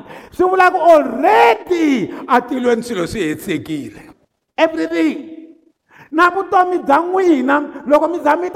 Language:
Tsonga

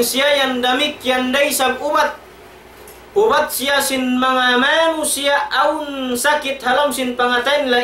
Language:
Tausug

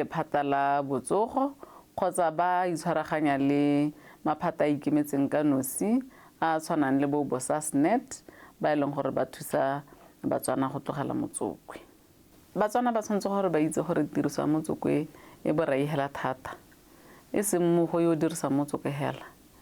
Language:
Tswana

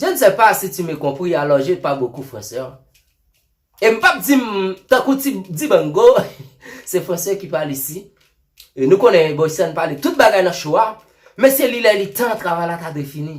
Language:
Haitian Creole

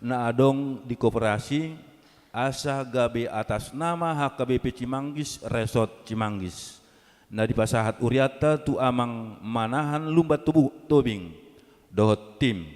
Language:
Batak Toba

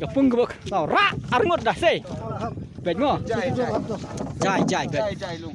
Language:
Khasi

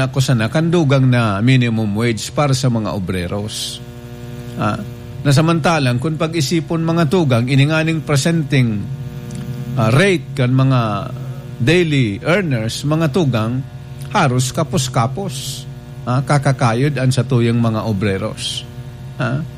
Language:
Bikol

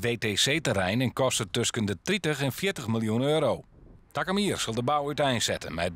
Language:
Western Frisian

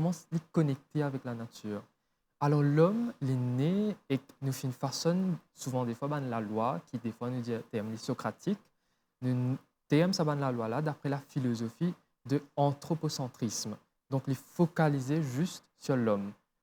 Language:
Morisyen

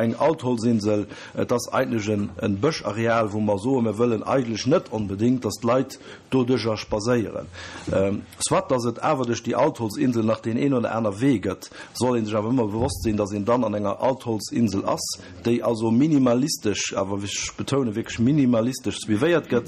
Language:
Luxembourgish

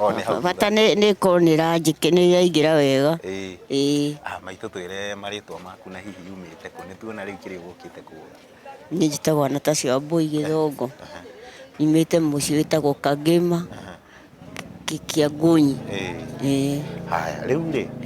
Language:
Kikuyu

